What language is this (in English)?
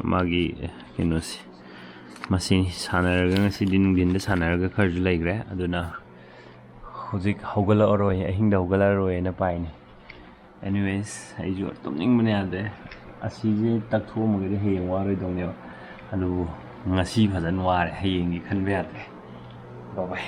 Manipuri